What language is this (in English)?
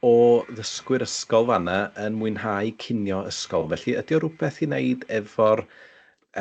Welsh